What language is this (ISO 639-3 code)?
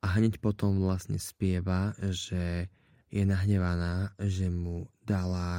slk